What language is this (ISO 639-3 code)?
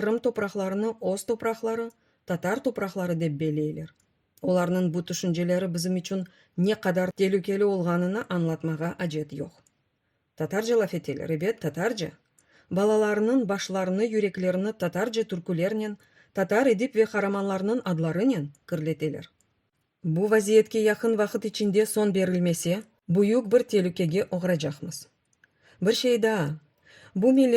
crh